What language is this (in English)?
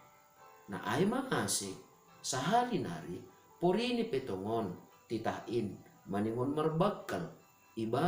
Batak Simalungun